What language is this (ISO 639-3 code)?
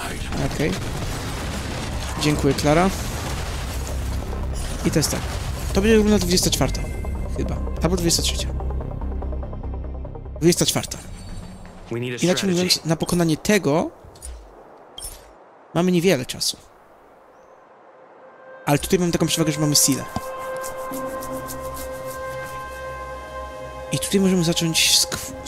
pol